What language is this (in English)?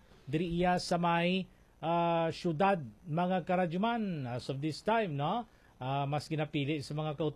Hiligaynon